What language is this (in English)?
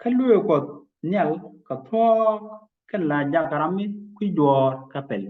Nuer